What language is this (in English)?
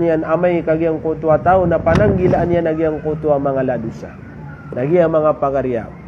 Maranao